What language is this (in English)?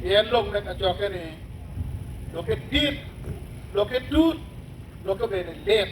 Acoli